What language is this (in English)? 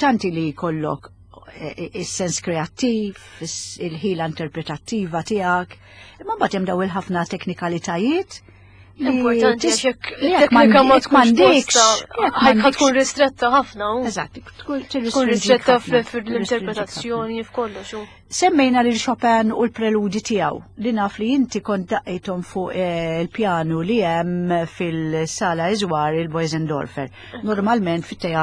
Maltese